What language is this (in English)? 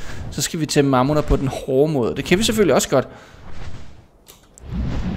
Danish